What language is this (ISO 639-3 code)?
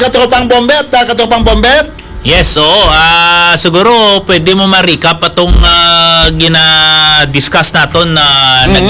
hil